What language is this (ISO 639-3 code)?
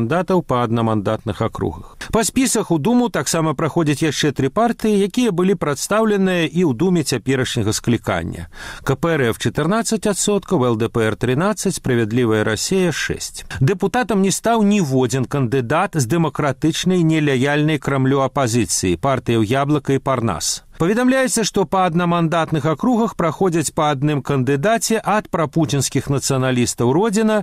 bel